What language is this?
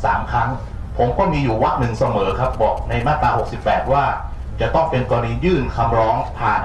Thai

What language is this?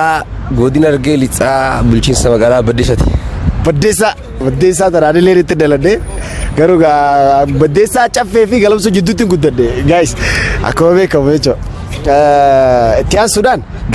Oromo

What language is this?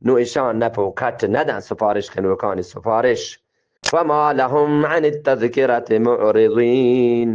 Eastern Balochi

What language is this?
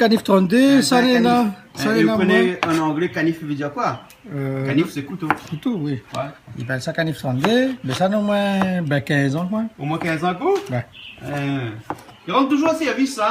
Réunion Creole French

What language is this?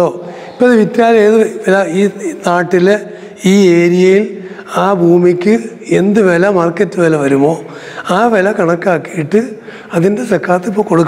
Malayalam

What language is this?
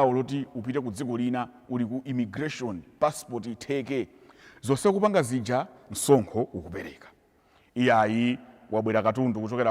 Nyanja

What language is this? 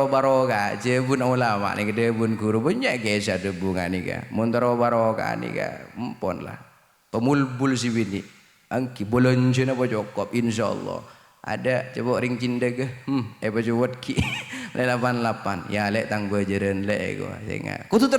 Madurese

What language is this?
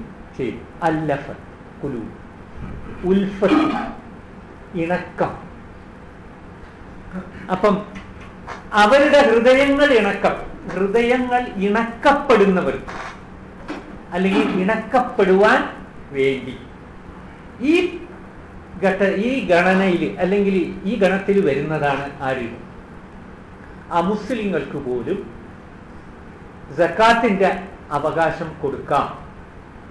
Malayalam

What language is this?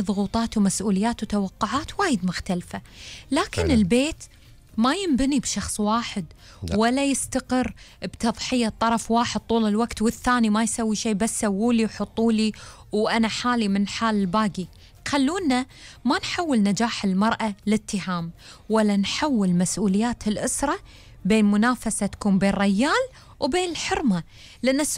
Gulf Arabic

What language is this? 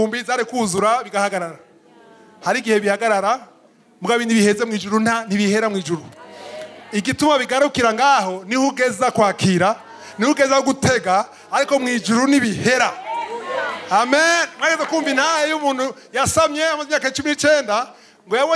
Rundi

